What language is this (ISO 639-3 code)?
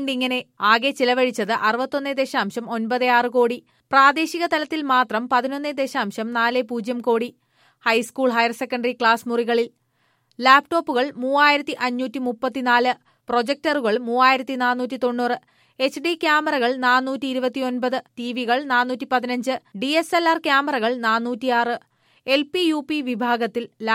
mal